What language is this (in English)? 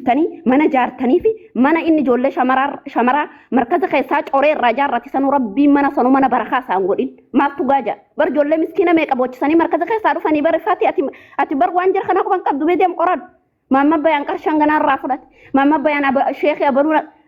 Oromo